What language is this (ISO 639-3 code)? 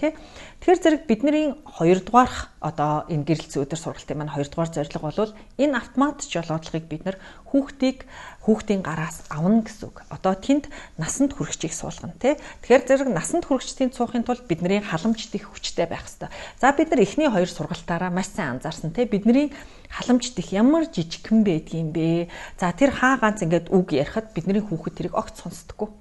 mon